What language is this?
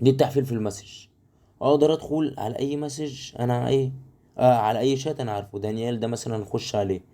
Egyptian Arabic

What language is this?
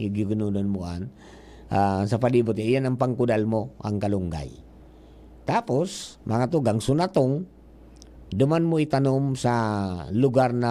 Bikol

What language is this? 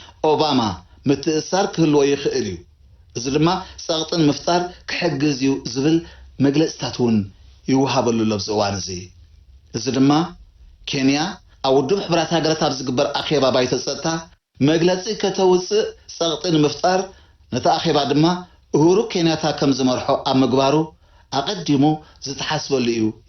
Tigrinya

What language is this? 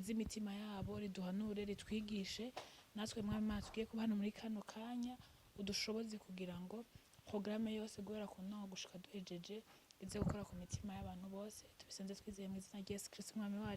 Rundi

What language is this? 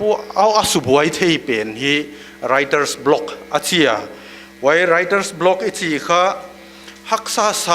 Paite Chin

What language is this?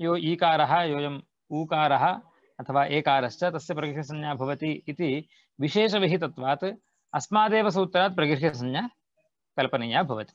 Sanskrit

